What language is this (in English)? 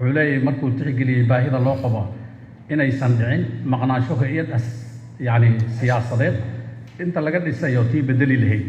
Somali